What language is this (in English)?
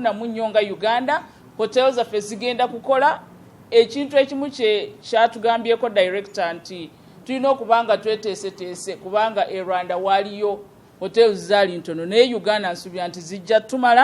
Ganda